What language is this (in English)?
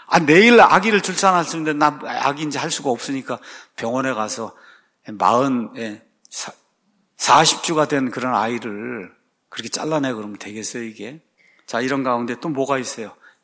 Korean